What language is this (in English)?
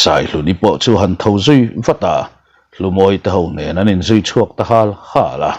Mizo